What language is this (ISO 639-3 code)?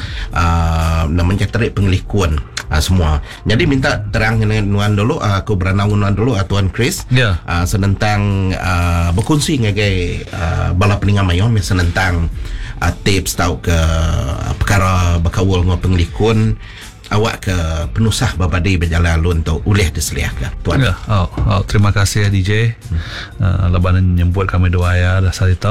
iba